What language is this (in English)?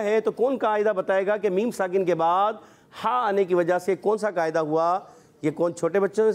Hindi